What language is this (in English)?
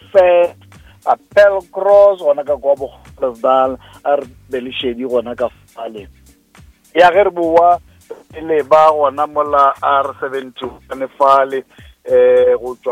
Northern Sotho